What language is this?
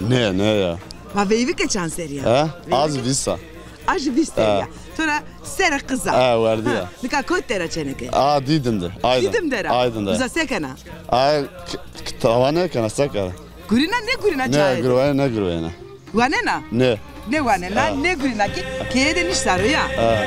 Zaza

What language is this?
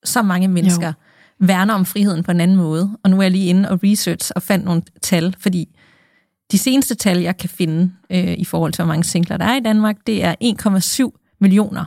Danish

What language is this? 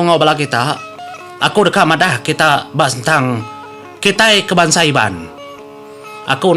Iban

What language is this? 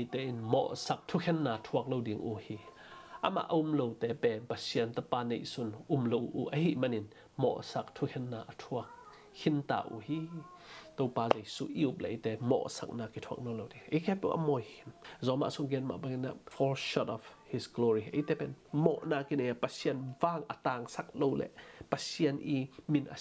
Tedim Chin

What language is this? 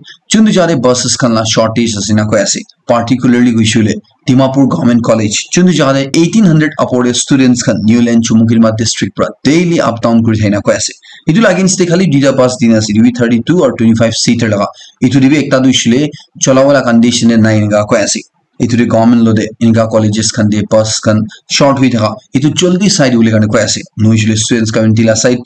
Naga Pidgin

